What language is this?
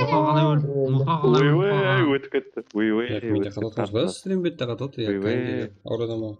Kara-Kalpak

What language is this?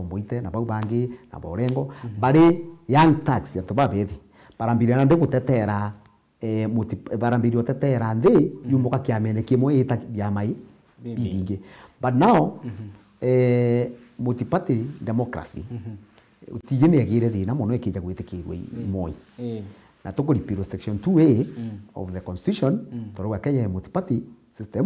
Meru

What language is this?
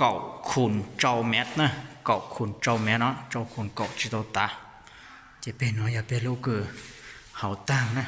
Hmong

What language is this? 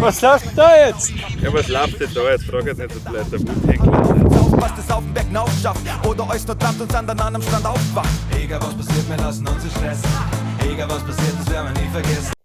Bavarian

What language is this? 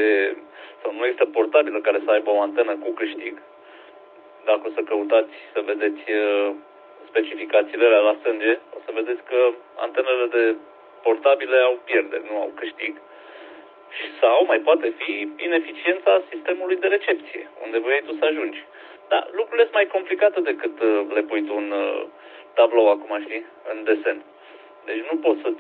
Romanian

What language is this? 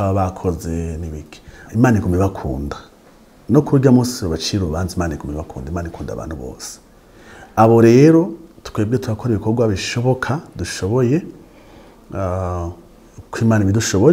Rundi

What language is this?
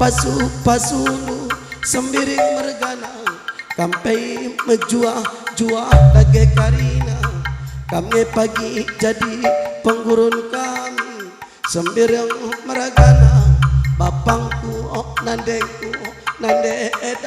Batak Karo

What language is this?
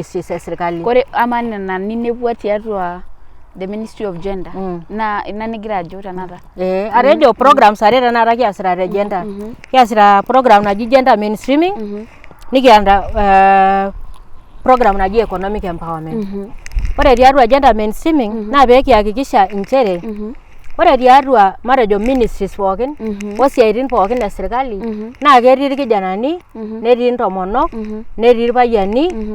Masai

